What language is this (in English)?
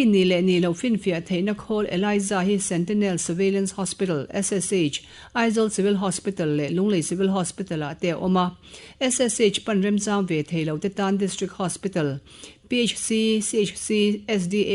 Mizo